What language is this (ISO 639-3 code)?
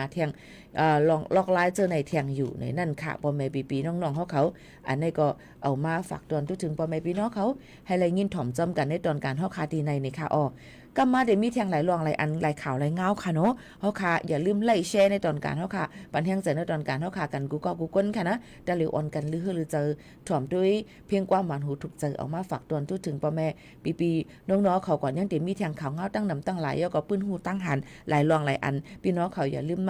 shn